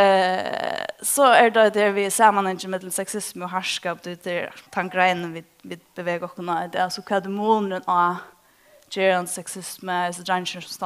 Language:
Faroese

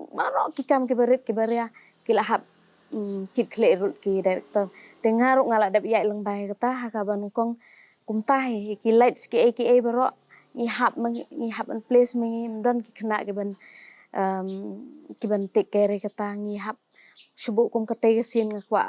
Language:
Khasi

